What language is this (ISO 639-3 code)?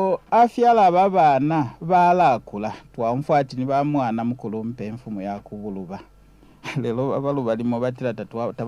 bem